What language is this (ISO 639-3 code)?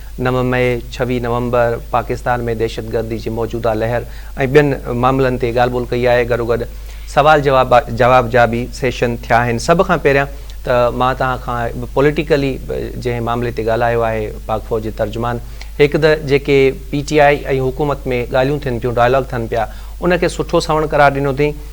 snd